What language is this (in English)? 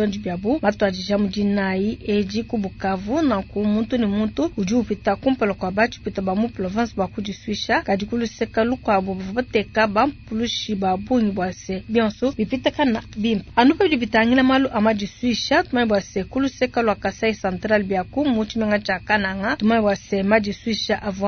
Luba-Lulua